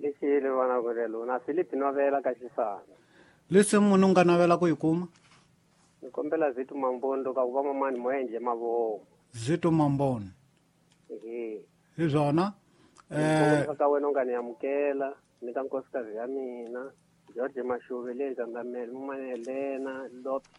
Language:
Tsonga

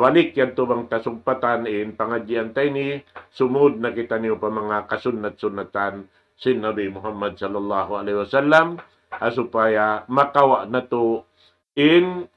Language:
Tausug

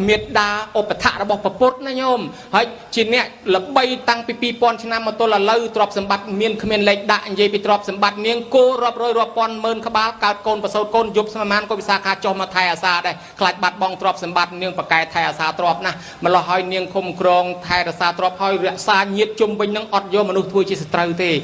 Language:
Khmer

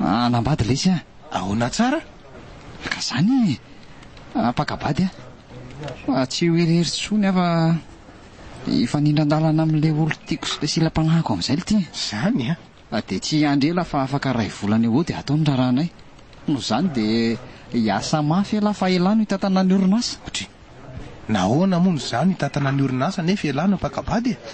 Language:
Malagasy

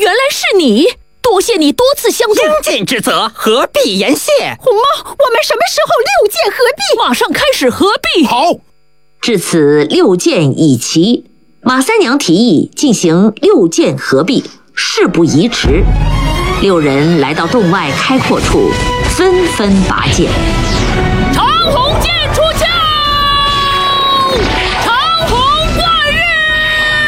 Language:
Chinese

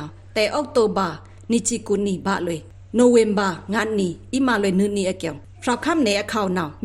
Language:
Pa'o Karen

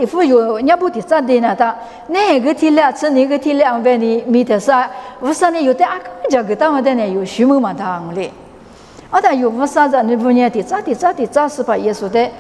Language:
Lisu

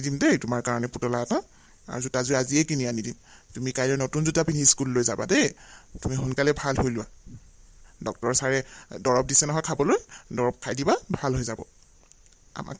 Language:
Assamese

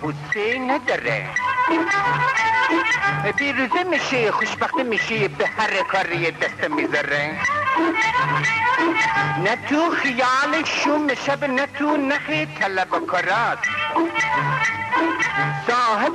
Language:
Persian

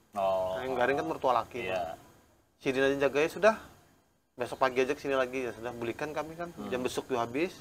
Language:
Banjar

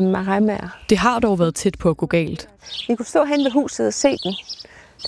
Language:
Danish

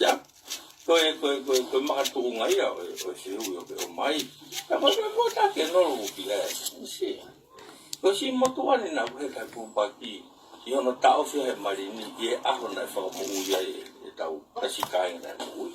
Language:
Tongan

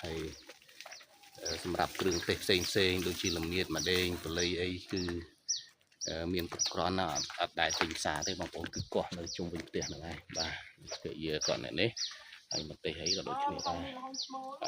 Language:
Khmer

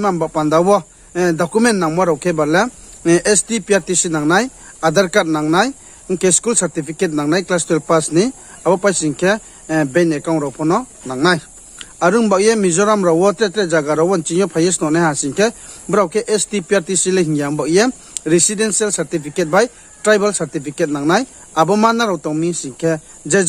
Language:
Riang (India)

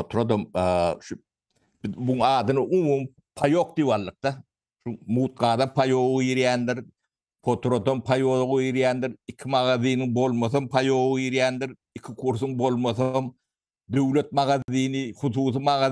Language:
Turkmen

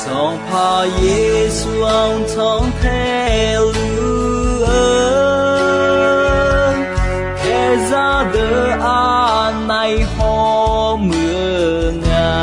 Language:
Akha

